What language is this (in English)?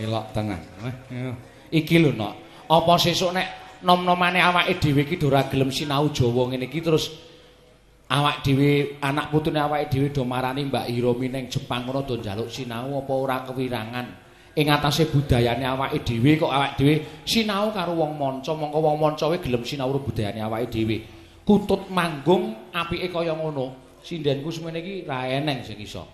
Javanese